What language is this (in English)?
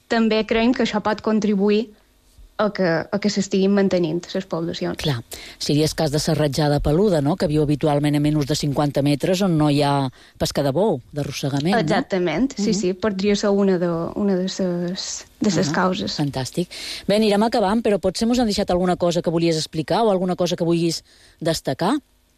Catalan